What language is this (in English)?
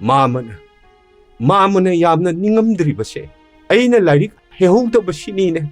Manipuri